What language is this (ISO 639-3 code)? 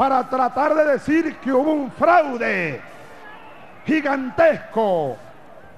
spa